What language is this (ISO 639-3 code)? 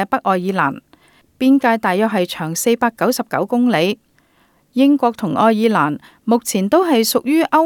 yue